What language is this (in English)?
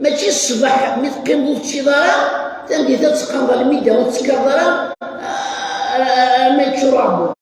Kabyle